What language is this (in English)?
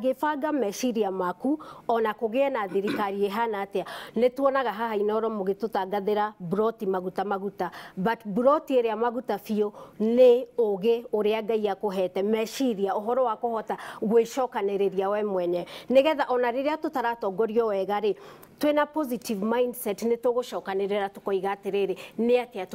Kikuyu